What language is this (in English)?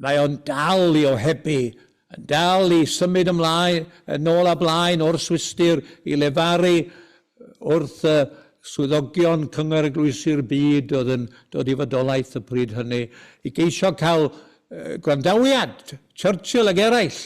Welsh